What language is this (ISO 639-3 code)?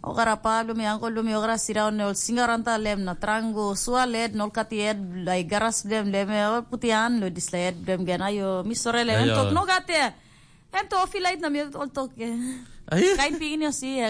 tpi